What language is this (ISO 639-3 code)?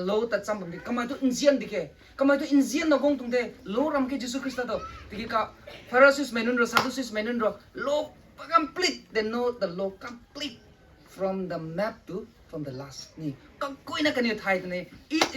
nbu